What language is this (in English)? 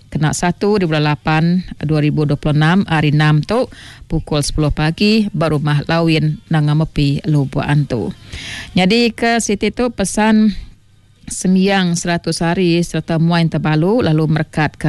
Iban